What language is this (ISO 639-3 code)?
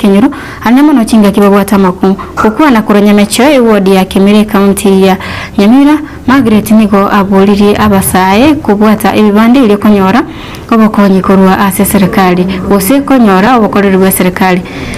guz